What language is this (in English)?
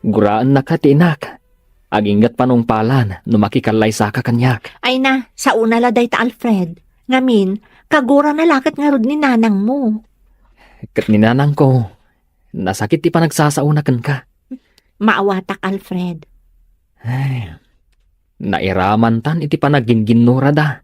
Iloko